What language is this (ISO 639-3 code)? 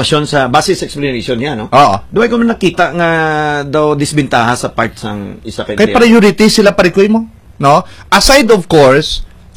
hil